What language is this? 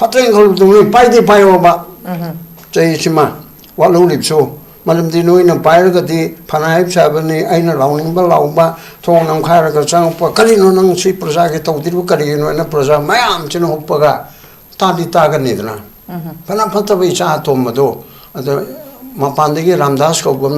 Manipuri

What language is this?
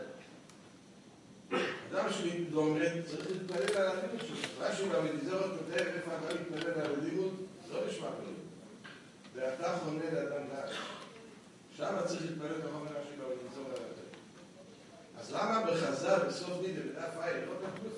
Hebrew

